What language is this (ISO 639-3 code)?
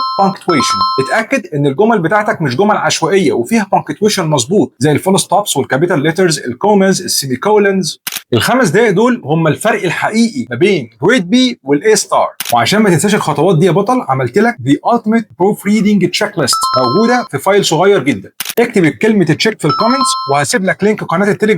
arz